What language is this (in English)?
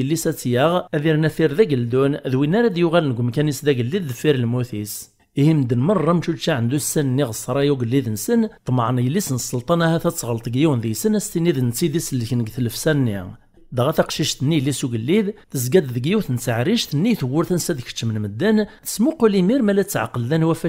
Kabyle